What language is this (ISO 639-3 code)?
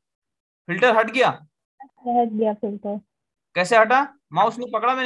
hin